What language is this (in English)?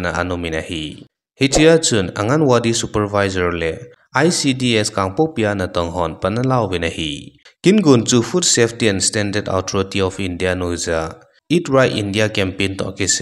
Thado Chin